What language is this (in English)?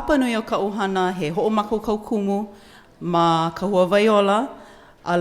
Hawaiian